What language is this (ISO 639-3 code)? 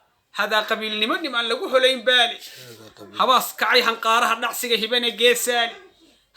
som